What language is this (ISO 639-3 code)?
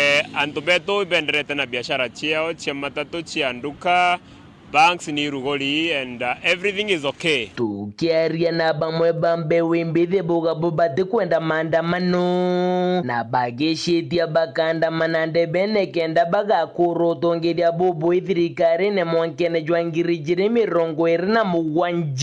mer